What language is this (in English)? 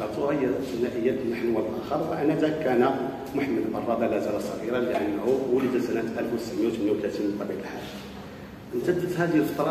Arabic